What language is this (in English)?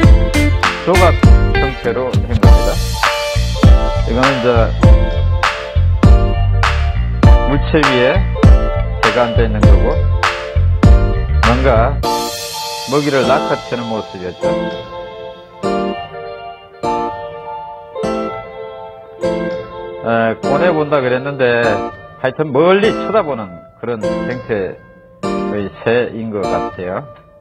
Korean